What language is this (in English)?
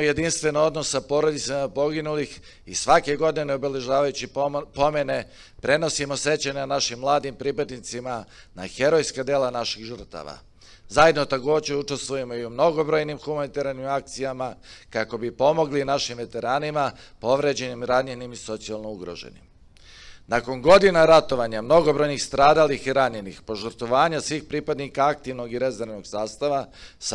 Serbian